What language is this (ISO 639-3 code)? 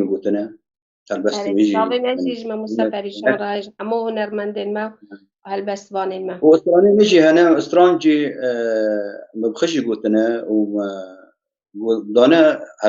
kur